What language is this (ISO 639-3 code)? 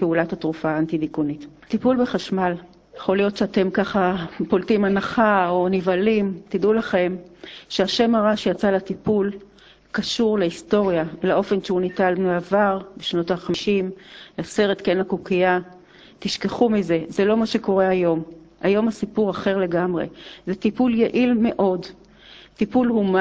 heb